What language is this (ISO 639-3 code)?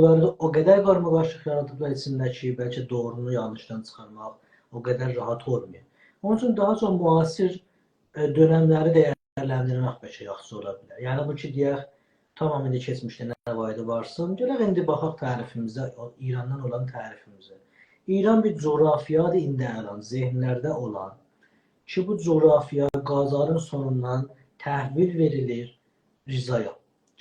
azb